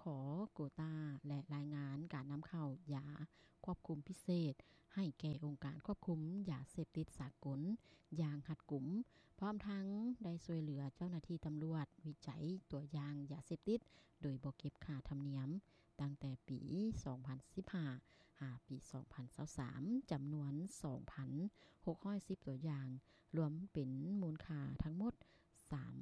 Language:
Lao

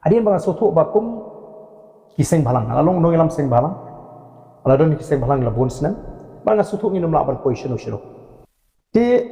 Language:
Khasi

